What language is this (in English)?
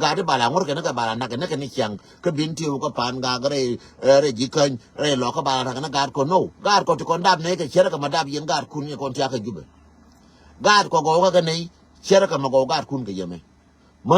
Nuer